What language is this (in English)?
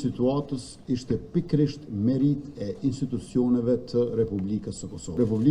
Albanian